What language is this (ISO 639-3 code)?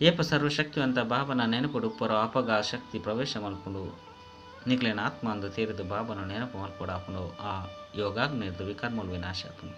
tcy